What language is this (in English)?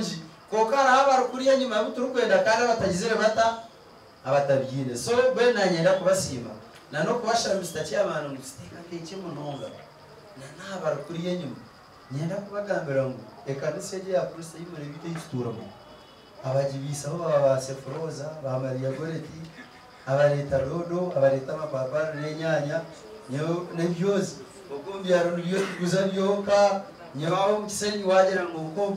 Nyankole